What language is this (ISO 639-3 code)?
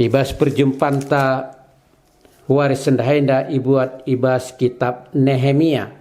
btx